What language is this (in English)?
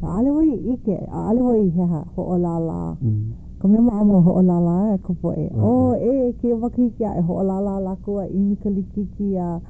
Hawaiian